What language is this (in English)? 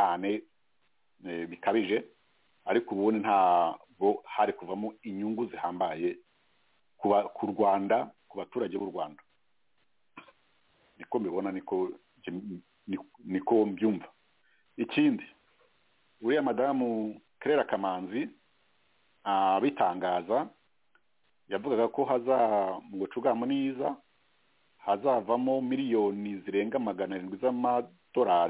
Kinyarwanda